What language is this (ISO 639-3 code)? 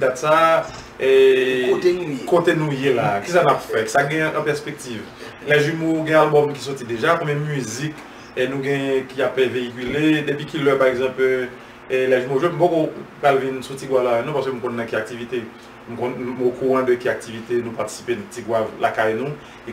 hat